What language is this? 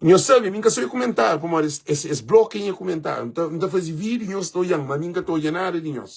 Kabuverdianu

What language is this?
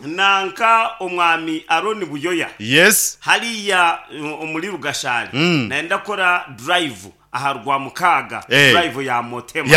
Nyankole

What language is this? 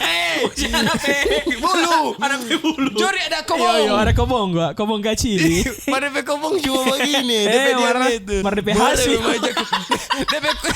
Manado Malay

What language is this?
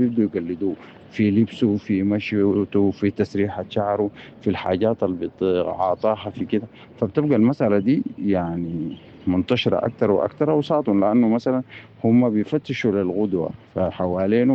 Sudanese Arabic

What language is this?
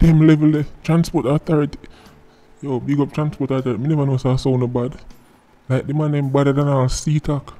Jamaican Creole English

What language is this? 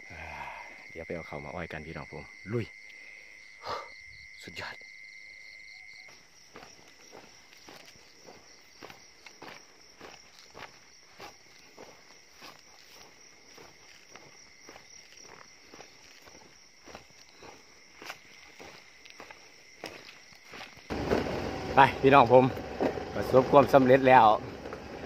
Thai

